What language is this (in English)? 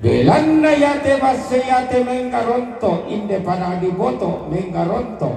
Toraja-Sa'dan